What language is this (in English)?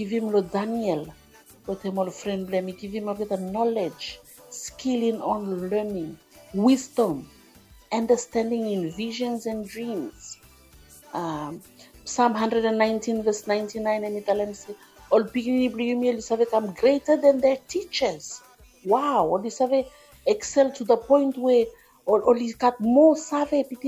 Bislama